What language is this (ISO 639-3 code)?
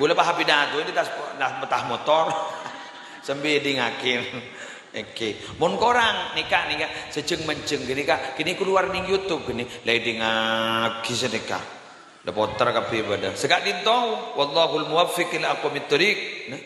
mad